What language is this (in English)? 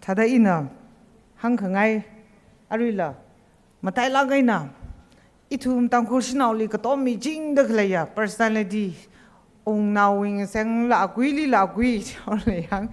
Tangkhul Naga (India)